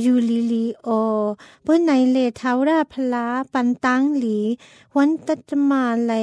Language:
Thai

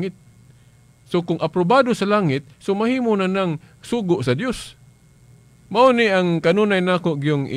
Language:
Cebuano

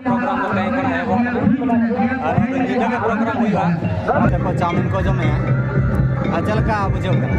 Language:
Santali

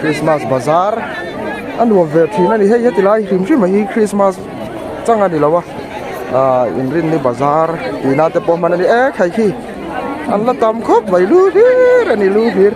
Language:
Mizo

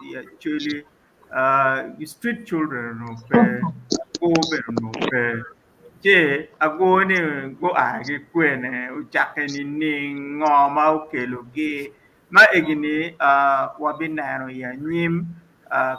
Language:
Acoli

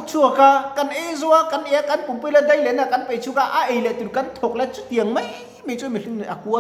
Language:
Mizo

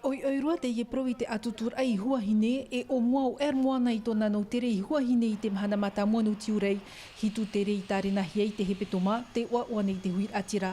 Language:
Tahitian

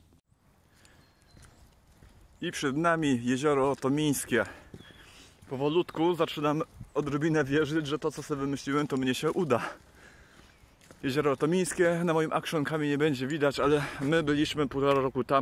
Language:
Polish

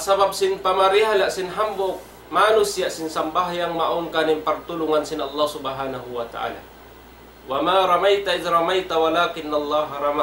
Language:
Tausug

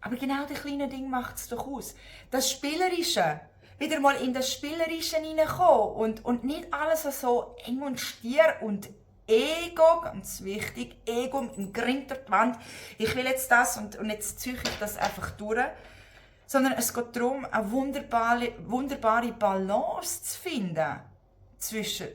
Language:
Swiss German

